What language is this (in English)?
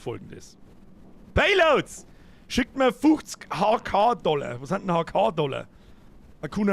Bavarian